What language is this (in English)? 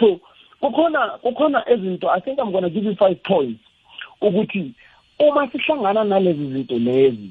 South Ndebele